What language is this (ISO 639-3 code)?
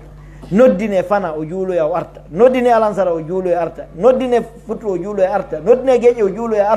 fuf